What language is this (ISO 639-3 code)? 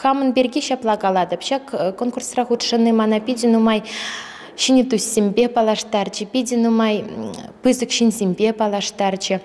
chv